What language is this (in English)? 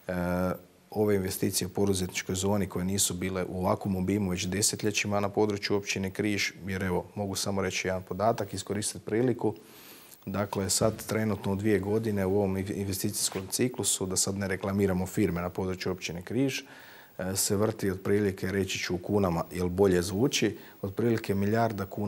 Croatian